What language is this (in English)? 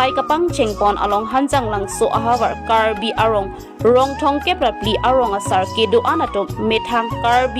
Karbi